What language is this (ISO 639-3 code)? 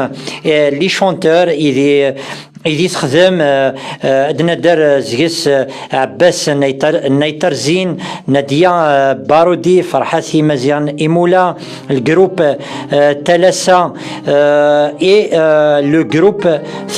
kab